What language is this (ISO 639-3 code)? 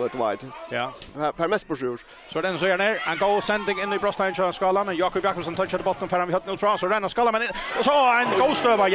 fao